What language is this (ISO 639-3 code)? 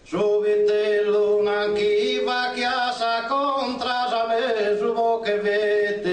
srd